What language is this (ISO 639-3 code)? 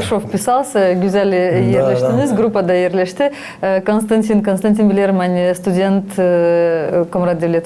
gag